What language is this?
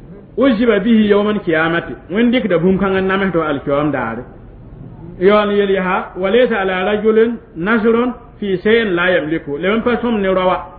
Mossi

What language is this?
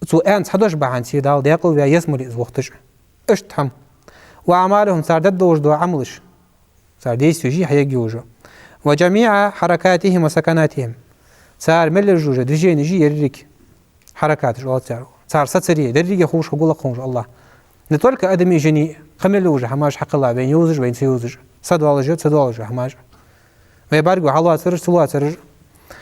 Ingush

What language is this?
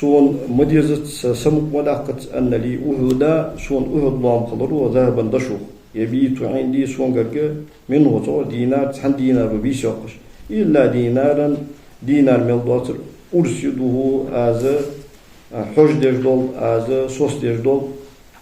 Ingush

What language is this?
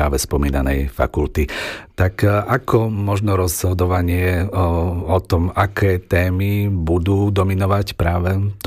Slovak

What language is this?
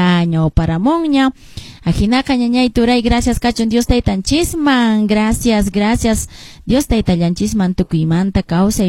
Quechua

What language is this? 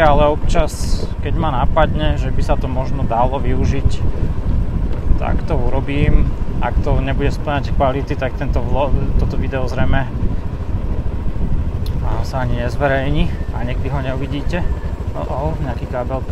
Slovak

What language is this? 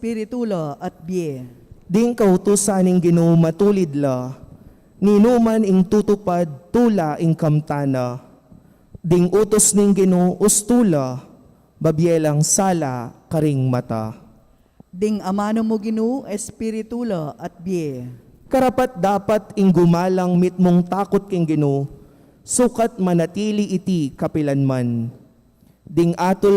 Pampanga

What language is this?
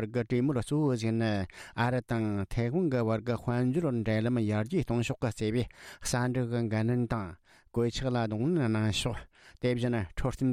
Tibetan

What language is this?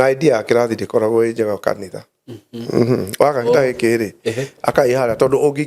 Kikuyu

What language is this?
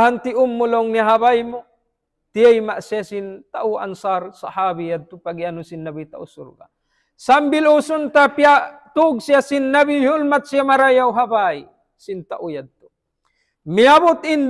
Tausug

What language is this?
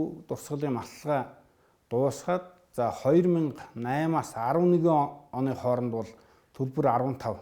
Mongolian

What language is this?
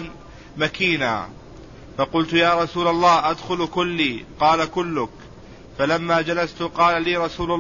Arabic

